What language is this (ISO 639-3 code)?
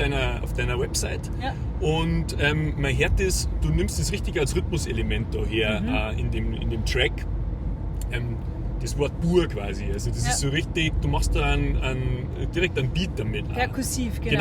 bar